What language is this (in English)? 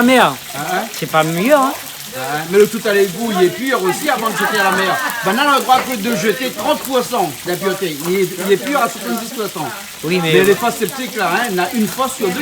Réunion Creole French